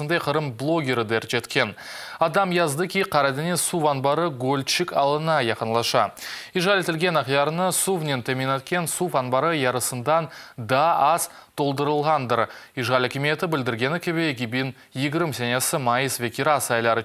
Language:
Crimean Tatar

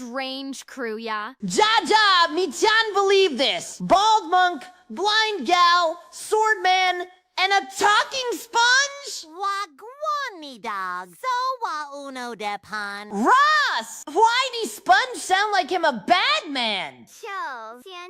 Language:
Jamaican Creole English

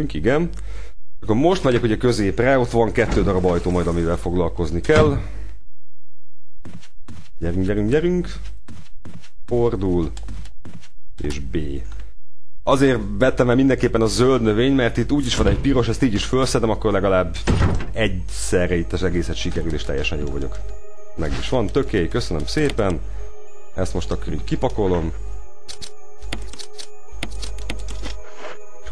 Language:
Hungarian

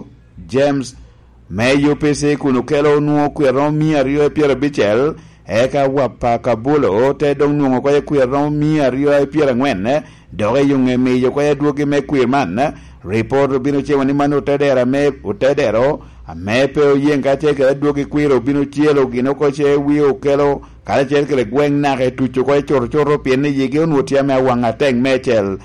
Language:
Lango (Uganda)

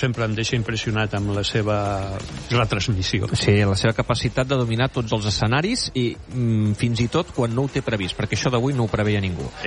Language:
Catalan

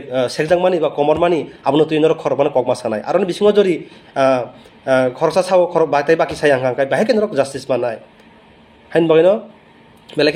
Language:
Riang (India)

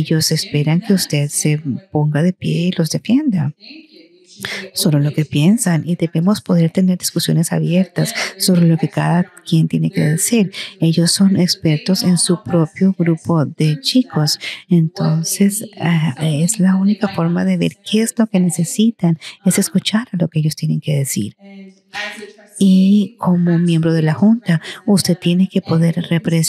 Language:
Spanish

